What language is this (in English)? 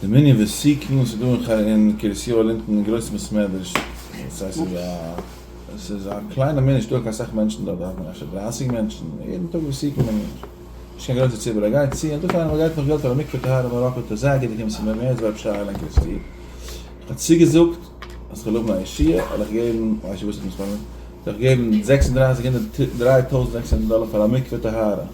Yiddish